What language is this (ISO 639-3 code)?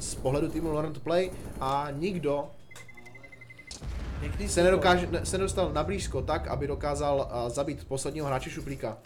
ces